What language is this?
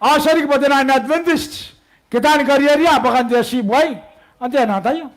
Gilbertese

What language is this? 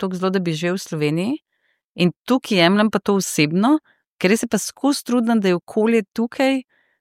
Slovenian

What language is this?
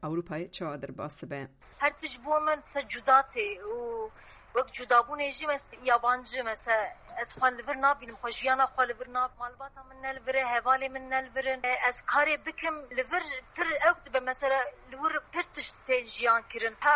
Kurdish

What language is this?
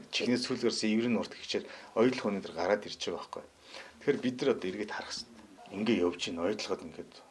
Mongolian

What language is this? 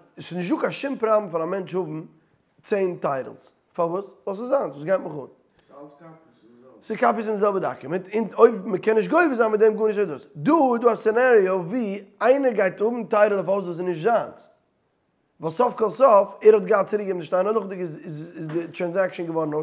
Yiddish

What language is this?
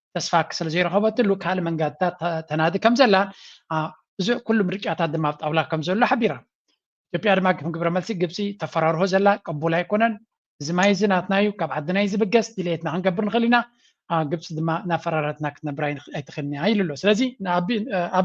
Tigrinya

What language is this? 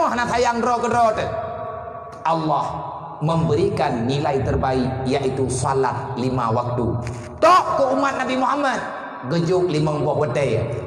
Achinese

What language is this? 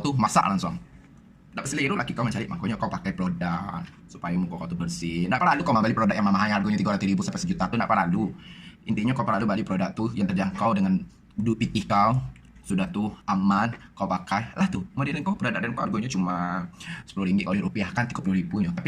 Minangkabau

